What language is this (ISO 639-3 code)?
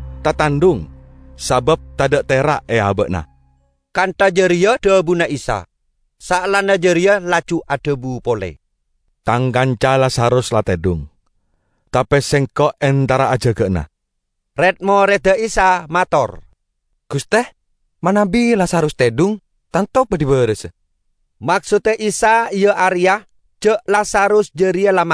mad